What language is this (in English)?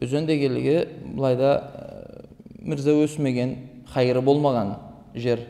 Karachay-Balkar